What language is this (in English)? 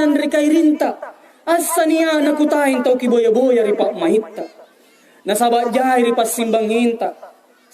Makasar